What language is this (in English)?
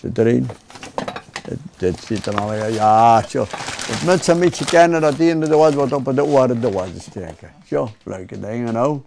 Western Frisian